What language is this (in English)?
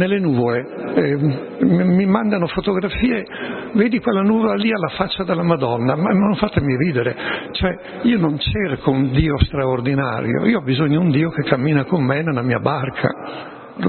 Italian